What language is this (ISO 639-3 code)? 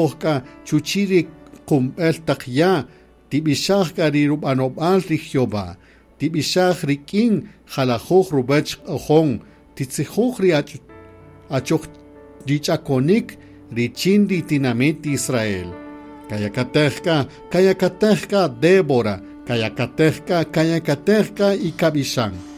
cak